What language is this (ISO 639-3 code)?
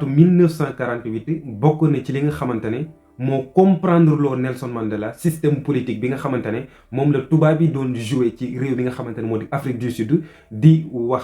wol